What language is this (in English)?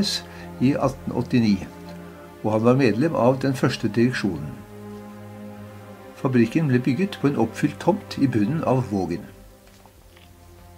Norwegian